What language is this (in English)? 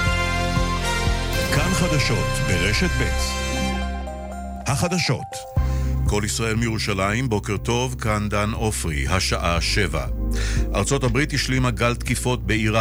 Hebrew